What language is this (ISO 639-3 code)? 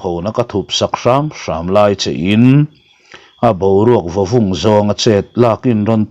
lus